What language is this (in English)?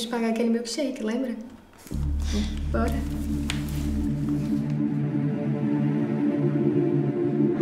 Portuguese